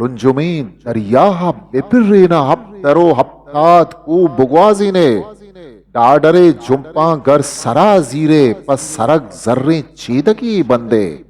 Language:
Eastern Balochi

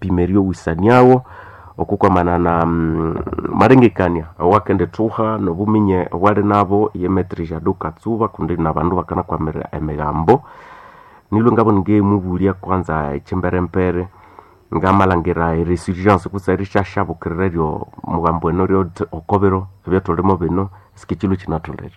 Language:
Nande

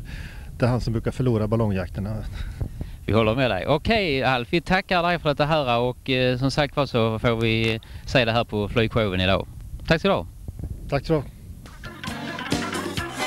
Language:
Swedish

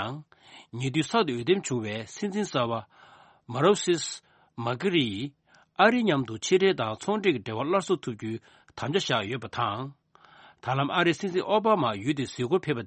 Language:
Tibetan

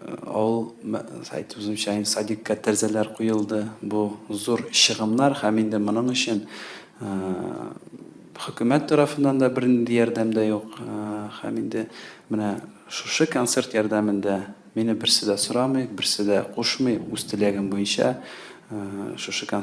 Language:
Tatar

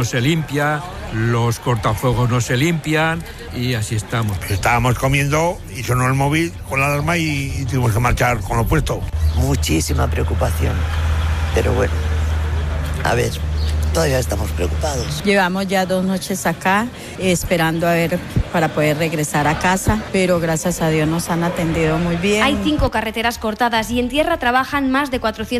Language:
Spanish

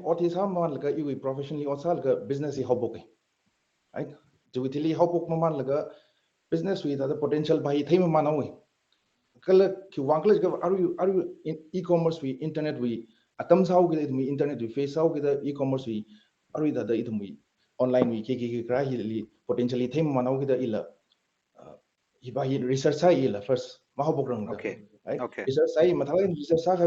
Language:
Tangkhul Naga (India)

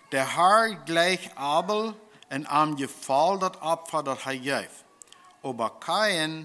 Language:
Plautdietsch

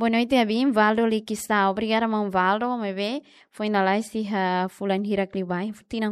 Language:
Tetum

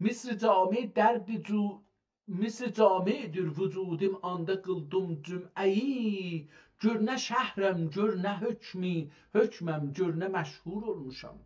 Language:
South Azerbaijani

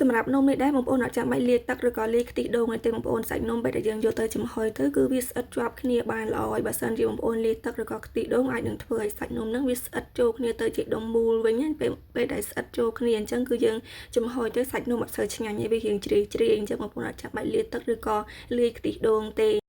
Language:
Khmer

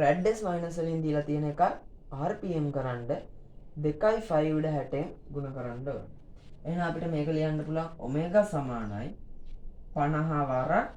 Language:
Sinhala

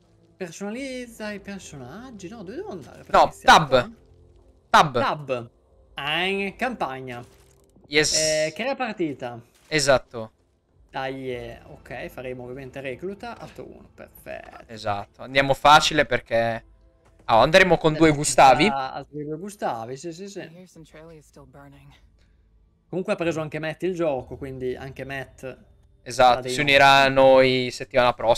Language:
Italian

